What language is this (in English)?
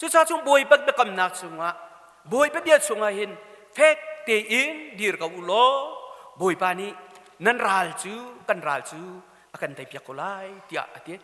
Hakha Chin